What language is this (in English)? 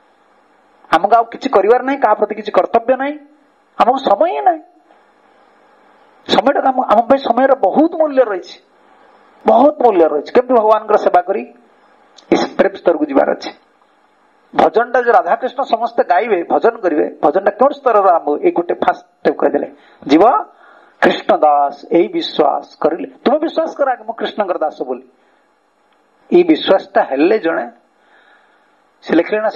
Odia